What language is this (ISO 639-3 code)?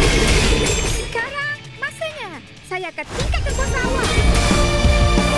msa